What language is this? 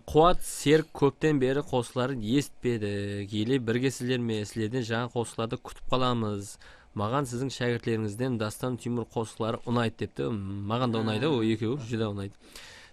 Kara-Kalpak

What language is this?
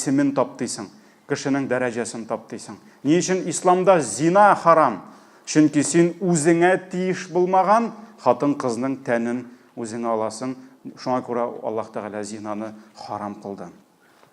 Tatar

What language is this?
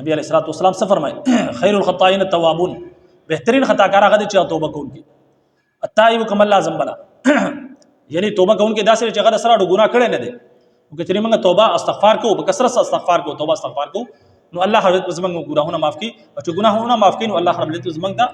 Pashto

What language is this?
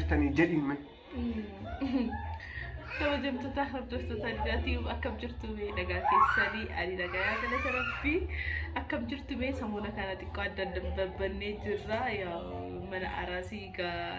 Oromo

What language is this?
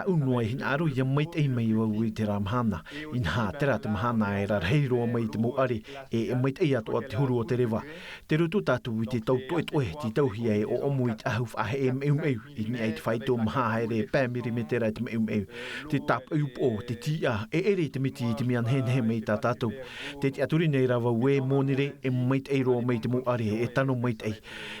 Tahitian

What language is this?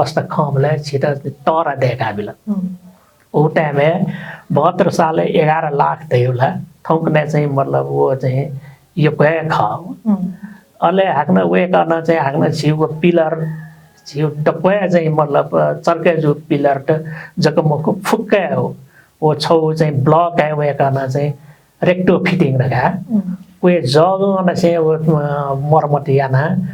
Newari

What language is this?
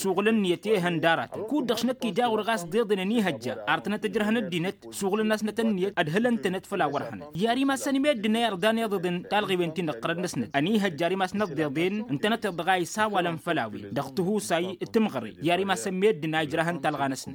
Tamasheq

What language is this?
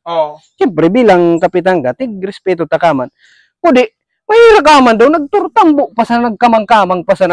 Bikol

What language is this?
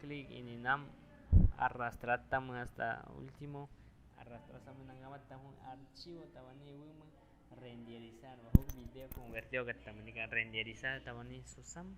Aguaruna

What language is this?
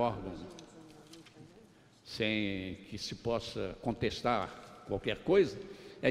Portuguese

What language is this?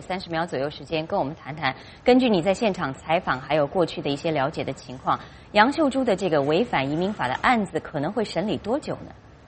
Chinese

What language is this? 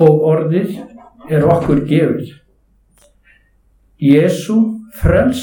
Icelandic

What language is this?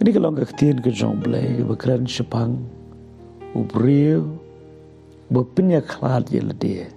Khasi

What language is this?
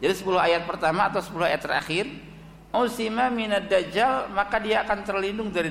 Indonesian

